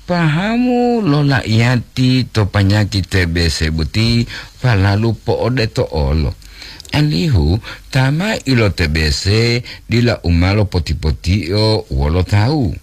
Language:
Gorontalo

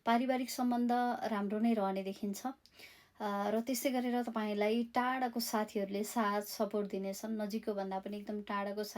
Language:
Nepali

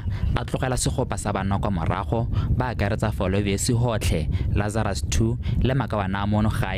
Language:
Tswana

